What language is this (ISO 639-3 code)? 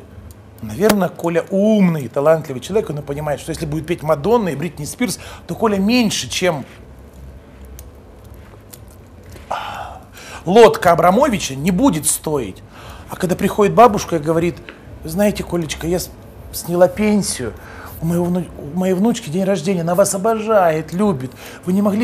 rus